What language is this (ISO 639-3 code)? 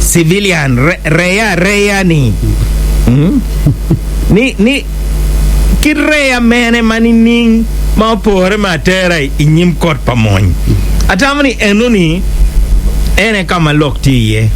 ach